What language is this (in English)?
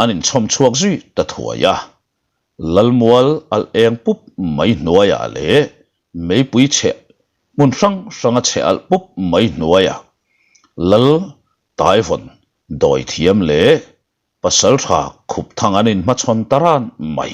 Mizo